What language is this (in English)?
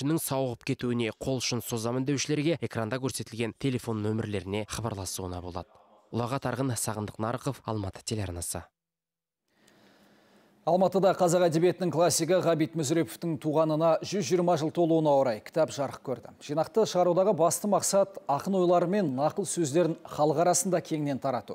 Kazakh